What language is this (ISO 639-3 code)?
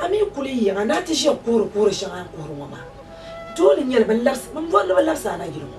dag